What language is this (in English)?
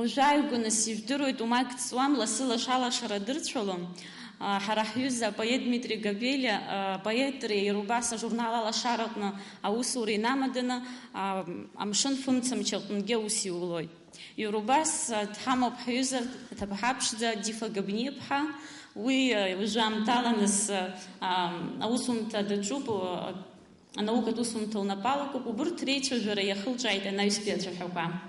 Abkhazian